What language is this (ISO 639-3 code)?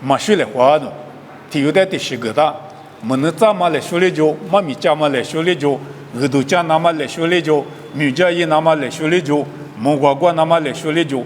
lis